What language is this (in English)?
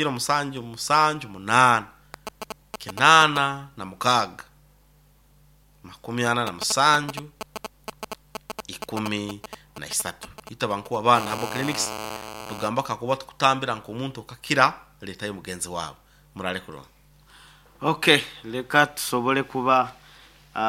Nyoro